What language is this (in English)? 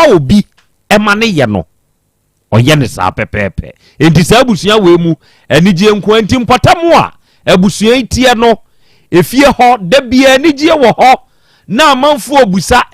Akan